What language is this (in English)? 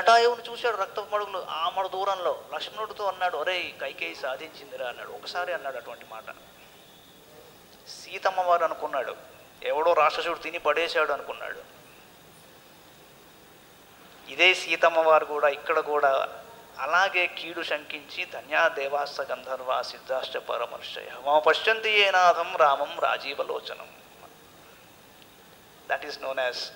Telugu